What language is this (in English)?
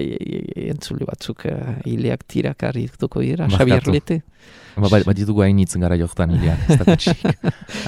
Basque